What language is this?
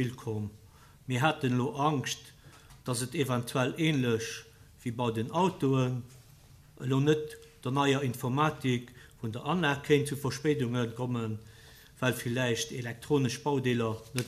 Luxembourgish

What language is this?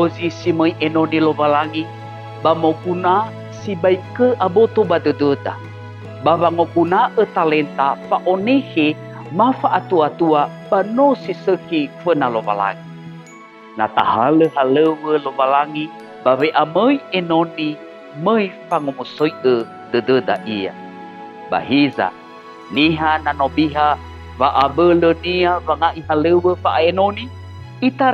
Nias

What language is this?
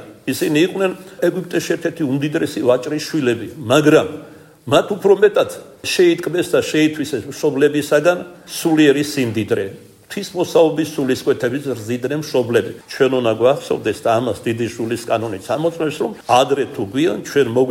Georgian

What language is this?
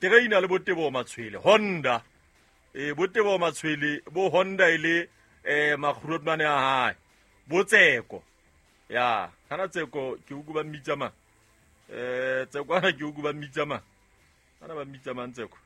Southern Sotho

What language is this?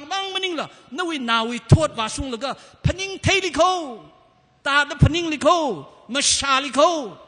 Tangkhul Naga (India)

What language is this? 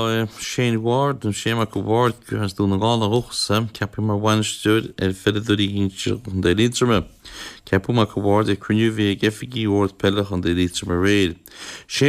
Irish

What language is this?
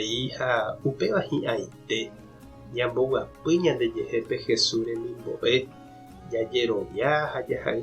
Guarani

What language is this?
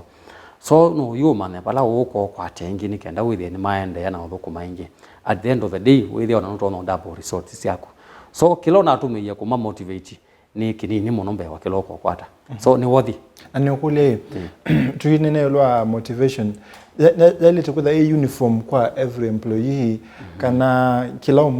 Kamba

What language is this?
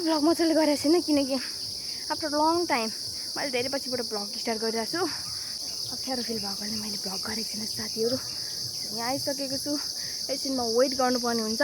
Nepali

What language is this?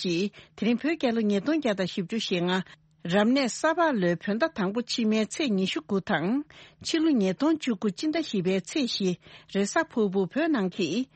Tibetan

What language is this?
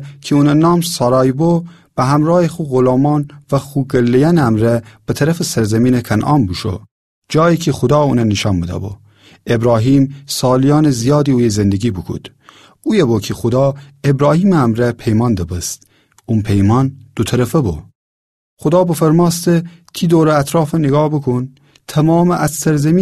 Gilaki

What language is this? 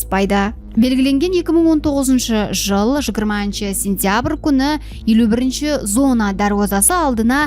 Kara-Kalpak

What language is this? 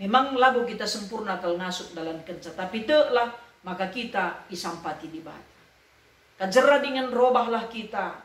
Batak Karo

